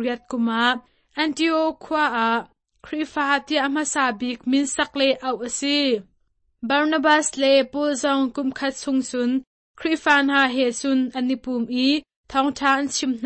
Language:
Hakha Chin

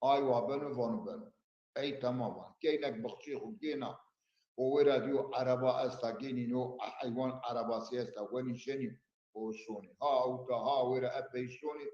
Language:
Zaza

